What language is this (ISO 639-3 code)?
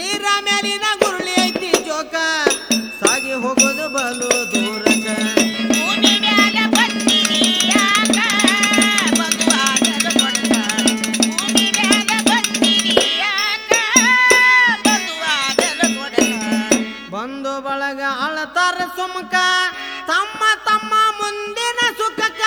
kan